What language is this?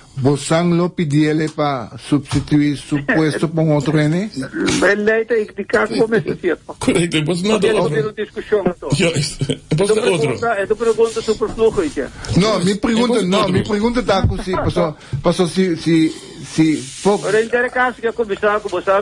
Papiamento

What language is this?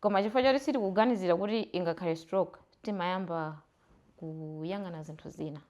Nyanja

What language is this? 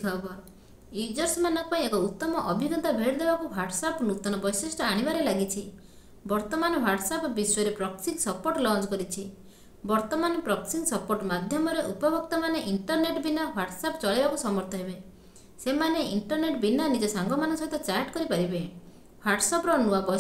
Odia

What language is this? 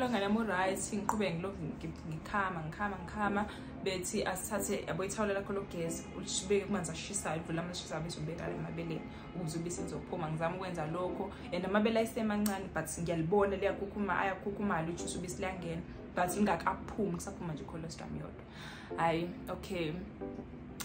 Zulu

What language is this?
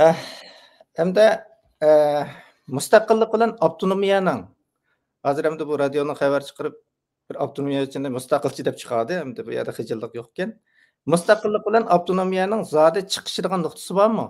Uyghur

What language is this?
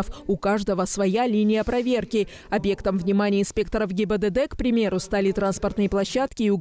Russian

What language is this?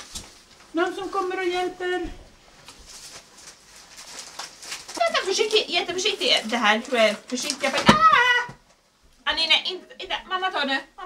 Swedish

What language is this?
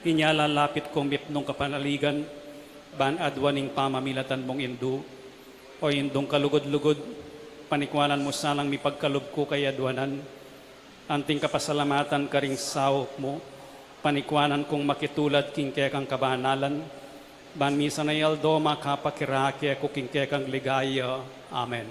Pampanga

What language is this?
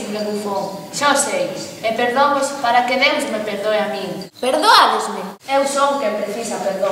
Galician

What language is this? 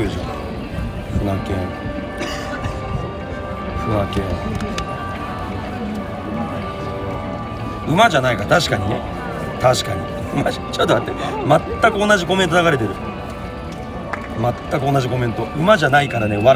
Japanese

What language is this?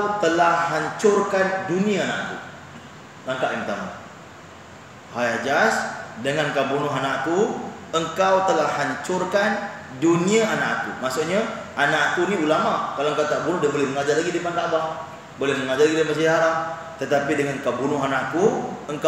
Malay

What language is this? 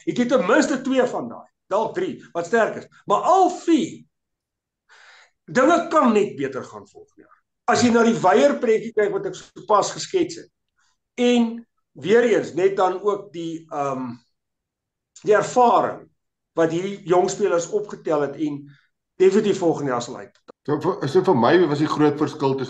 Afrikaans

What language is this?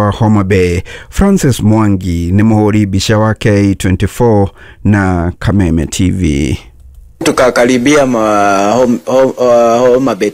Kikuyu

